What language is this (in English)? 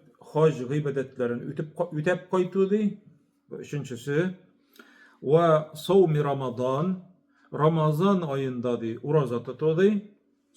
Tatar